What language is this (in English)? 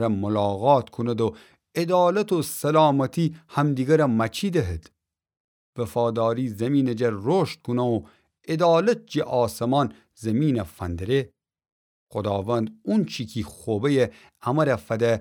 Gilaki